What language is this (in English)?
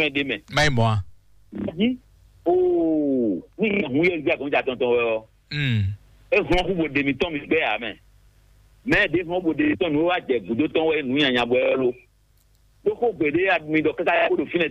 Fon